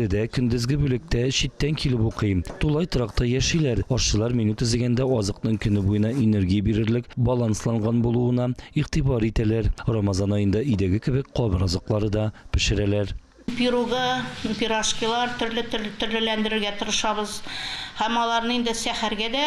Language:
Tatar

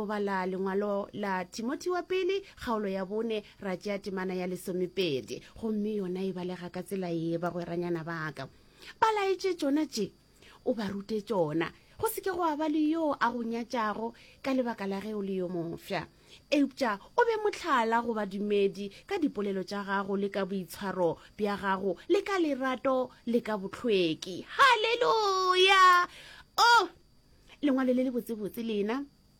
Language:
Northern Sotho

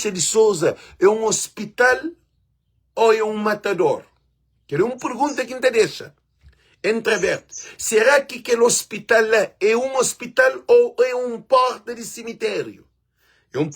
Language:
Kabuverdianu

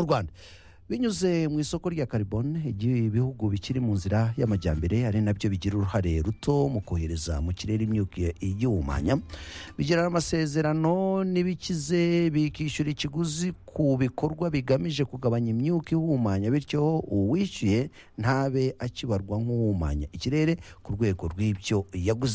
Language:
Kinyarwanda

